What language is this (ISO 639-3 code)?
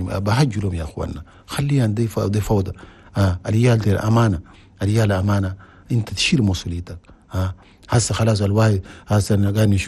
shu